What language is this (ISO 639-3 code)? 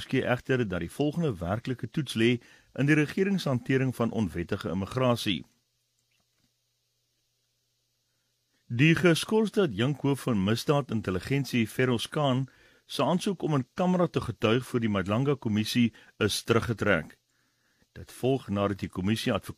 afr